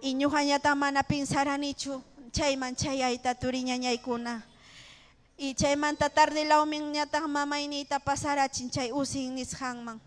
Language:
Ayacucho Quechua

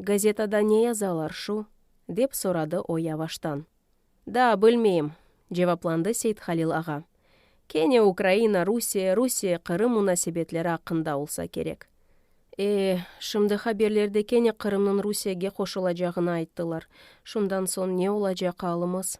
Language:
Crimean Tatar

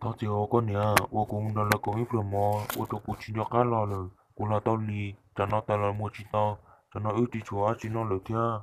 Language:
Hmong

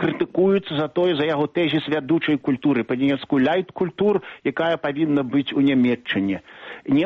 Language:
Belarusian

